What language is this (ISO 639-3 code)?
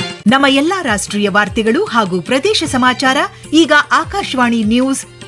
kan